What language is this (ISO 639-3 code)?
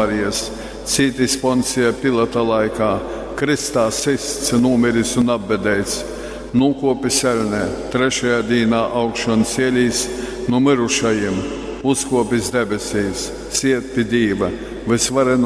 ltg